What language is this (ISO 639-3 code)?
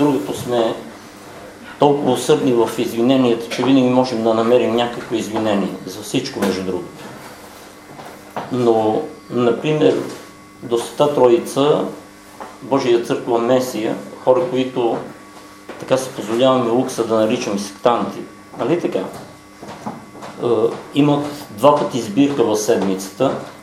bul